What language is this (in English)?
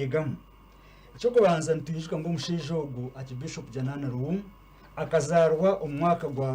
Nyankole